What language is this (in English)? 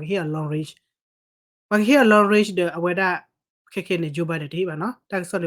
S'gaw Karen